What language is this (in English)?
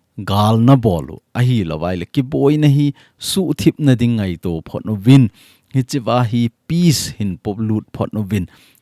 Thado Chin